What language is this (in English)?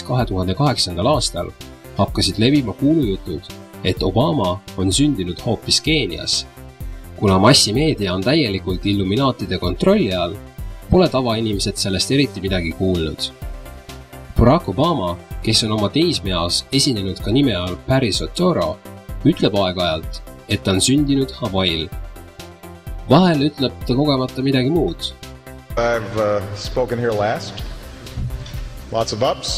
Estonian